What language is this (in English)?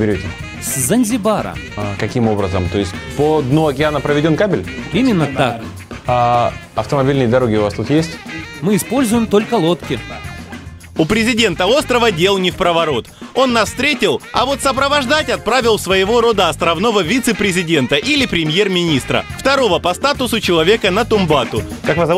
Russian